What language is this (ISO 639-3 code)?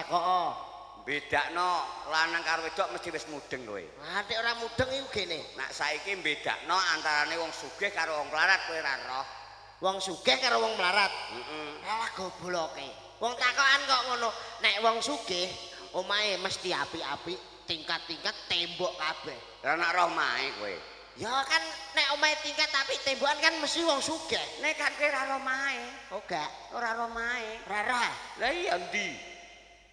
jav